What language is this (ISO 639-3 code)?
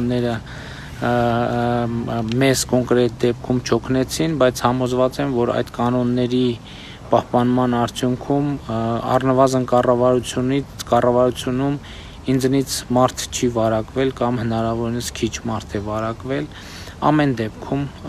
hye